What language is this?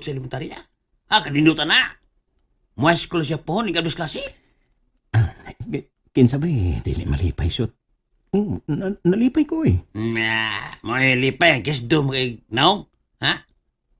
Cebuano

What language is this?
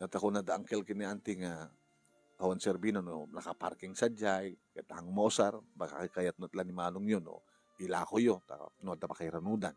Iloko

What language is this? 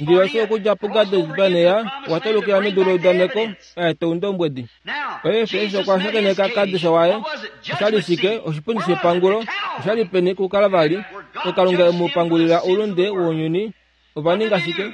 Kuanyama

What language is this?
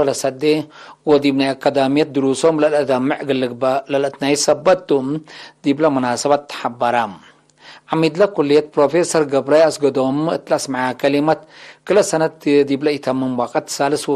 Tigre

